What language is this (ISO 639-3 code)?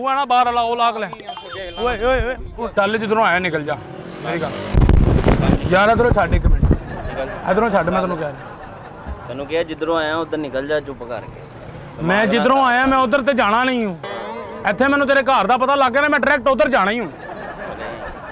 pan